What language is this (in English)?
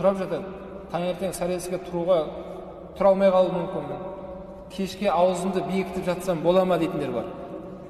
Kazakh